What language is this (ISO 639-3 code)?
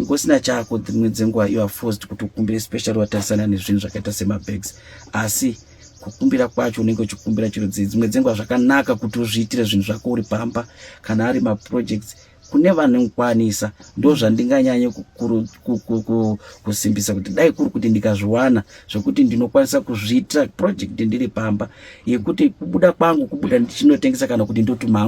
sna